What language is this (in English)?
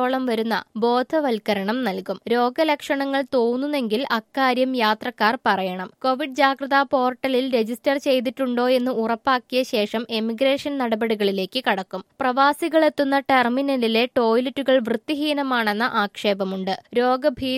Malayalam